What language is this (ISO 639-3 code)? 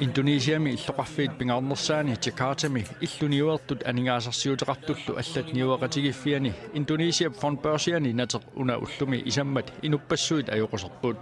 kal